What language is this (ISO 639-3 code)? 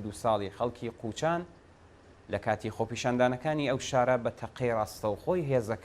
ckb